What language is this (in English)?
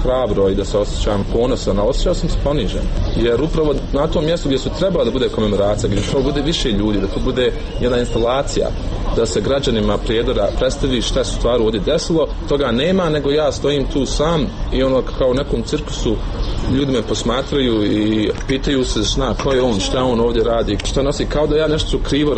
Bosnian